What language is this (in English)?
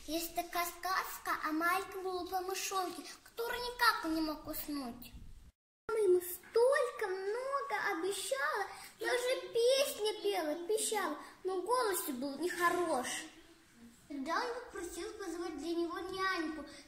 Russian